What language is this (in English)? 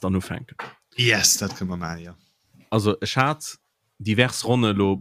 Luxembourgish